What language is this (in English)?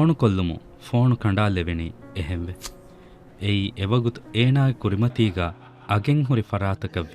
Divehi